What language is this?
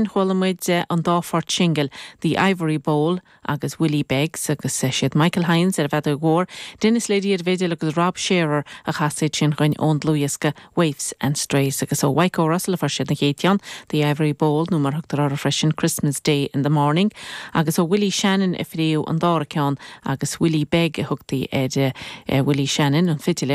Irish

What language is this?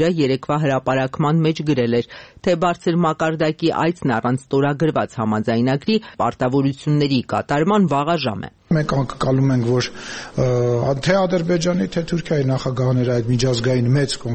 Armenian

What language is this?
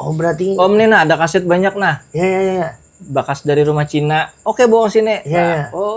Banjar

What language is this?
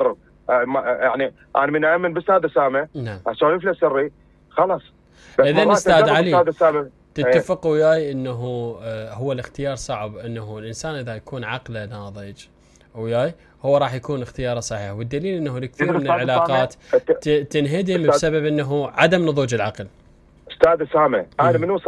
Mesopotamian Arabic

